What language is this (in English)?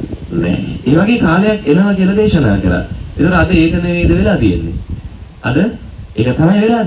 Sinhala